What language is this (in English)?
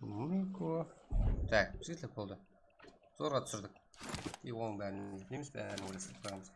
Kara-Kalpak